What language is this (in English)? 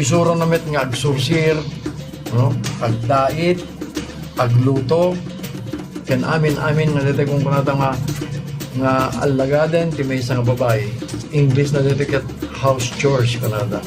Iloko